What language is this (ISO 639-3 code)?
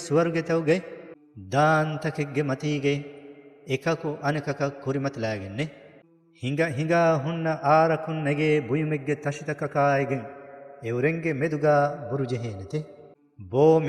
div